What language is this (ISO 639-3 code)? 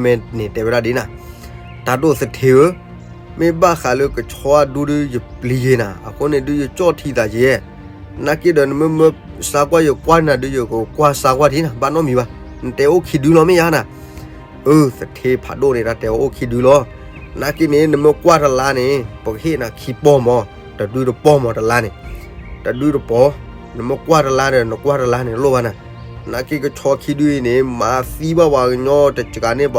ksw